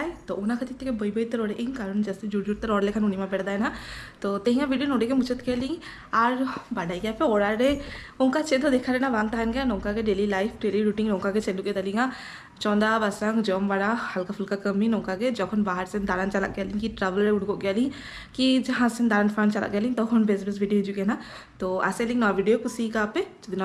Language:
Santali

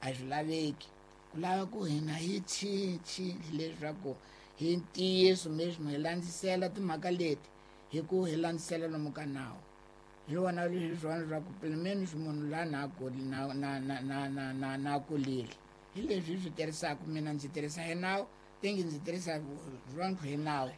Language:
Tsonga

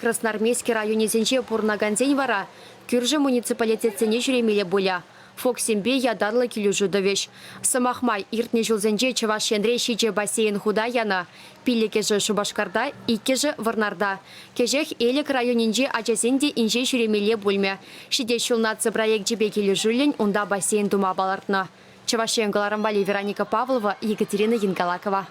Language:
Chuvash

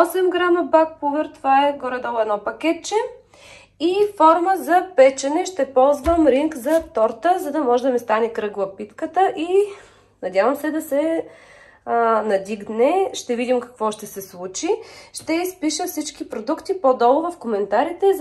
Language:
Bulgarian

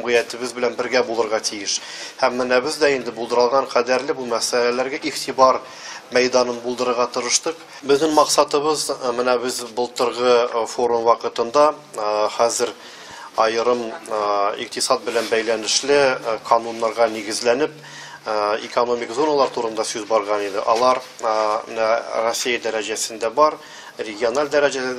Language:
Tatar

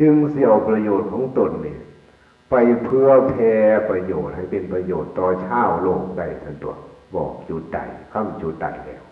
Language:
Northeastern Thai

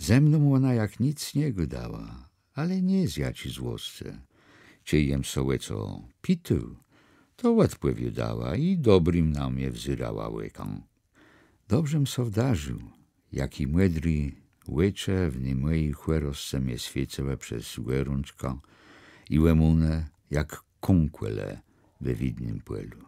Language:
Kashubian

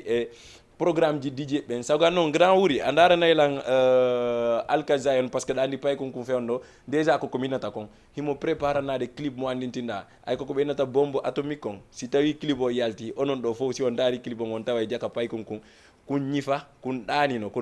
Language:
Fula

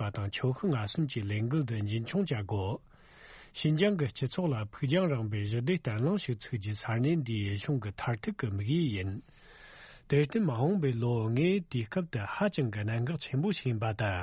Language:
Tibetan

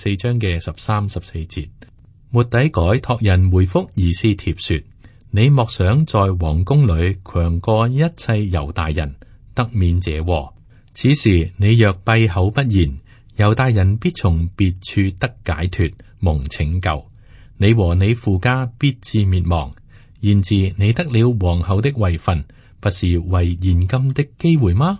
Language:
Cantonese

